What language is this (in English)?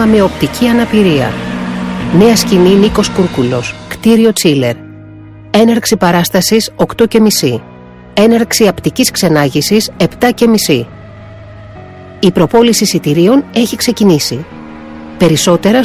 Greek